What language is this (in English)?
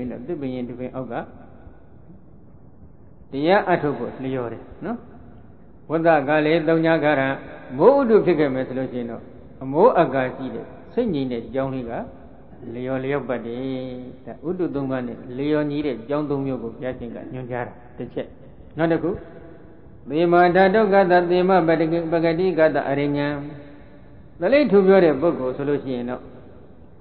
Burmese